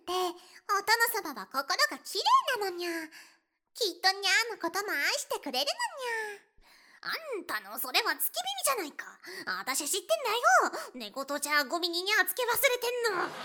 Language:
Japanese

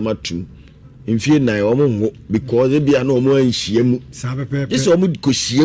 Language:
Akan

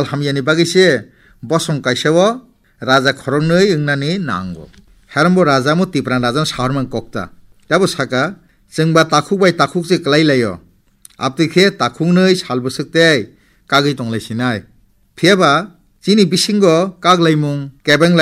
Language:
Kok Borok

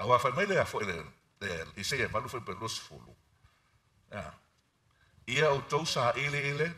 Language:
Samoan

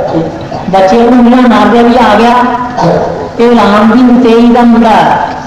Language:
Punjabi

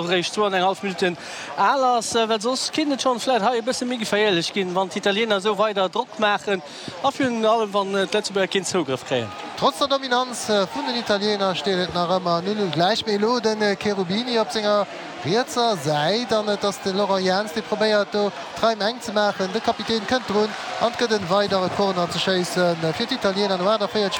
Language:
Luxembourgish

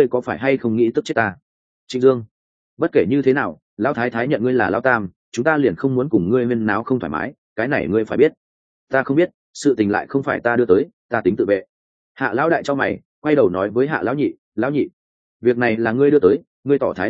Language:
Vietnamese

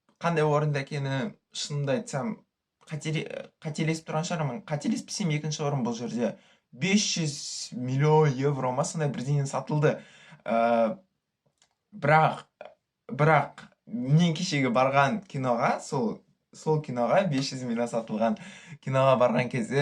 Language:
Kazakh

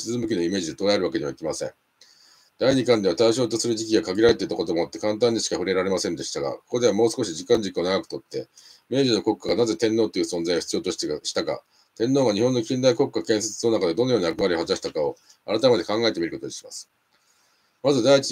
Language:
Japanese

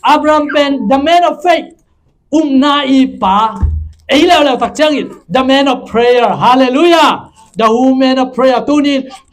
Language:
Tedim Chin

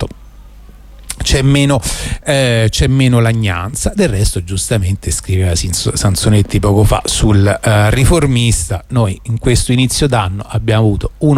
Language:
Italian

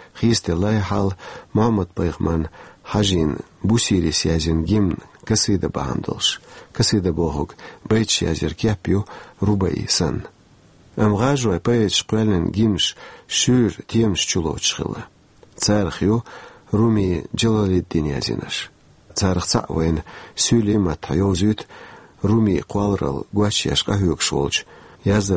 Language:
Chechen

